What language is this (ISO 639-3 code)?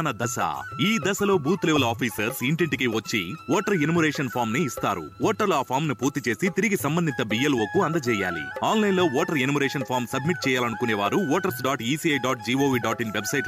tel